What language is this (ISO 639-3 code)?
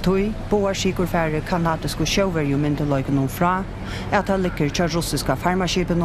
fao